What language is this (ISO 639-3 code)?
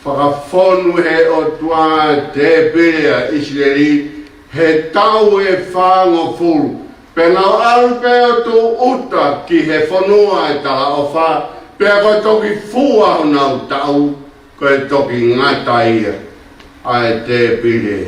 ton